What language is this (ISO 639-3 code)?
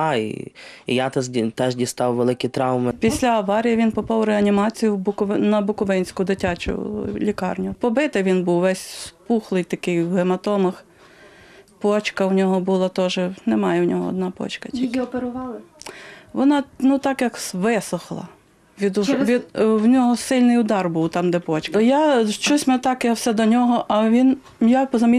ukr